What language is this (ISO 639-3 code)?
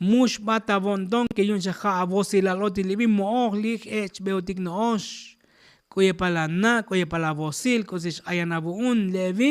tzo